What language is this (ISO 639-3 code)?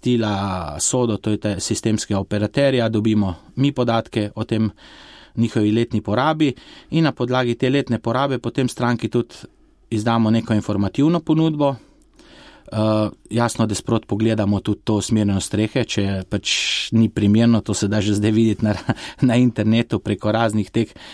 slv